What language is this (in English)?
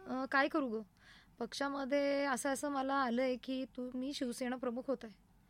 Marathi